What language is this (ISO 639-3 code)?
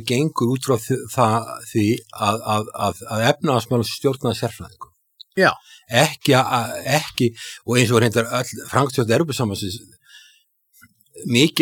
isl